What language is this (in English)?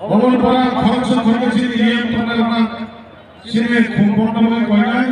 Kok Borok